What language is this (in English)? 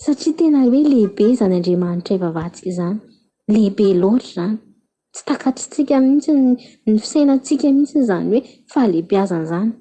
Malagasy